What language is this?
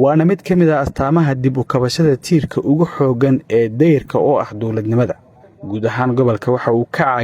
Somali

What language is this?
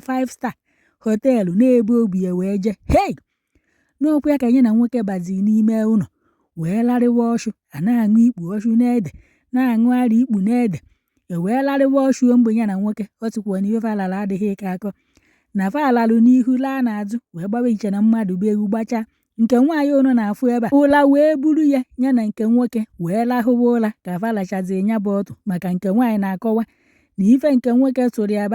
Igbo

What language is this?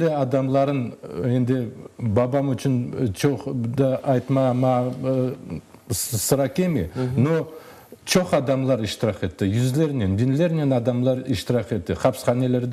Crimean Tatar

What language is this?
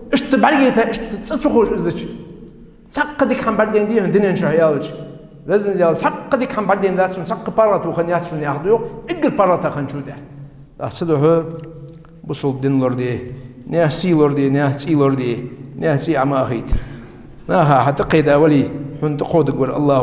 Ingush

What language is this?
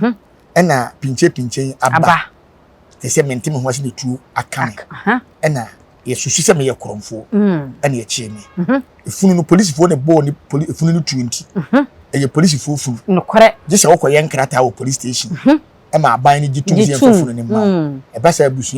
Akan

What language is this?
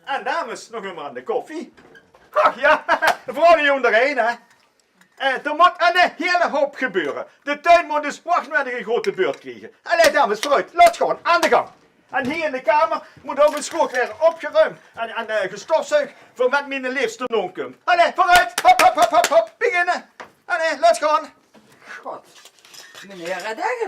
Limburgish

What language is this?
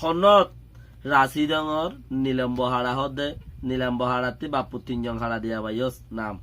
Rohingya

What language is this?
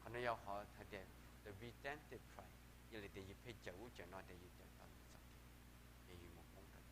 Hmong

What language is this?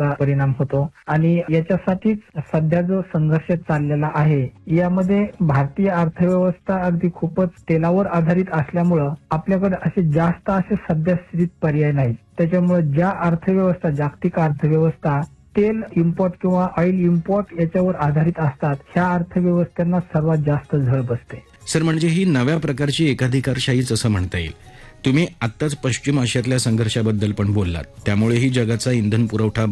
Marathi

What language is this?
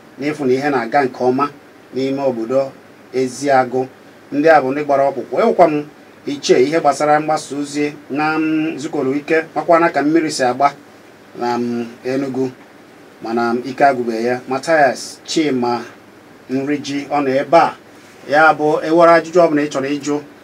Igbo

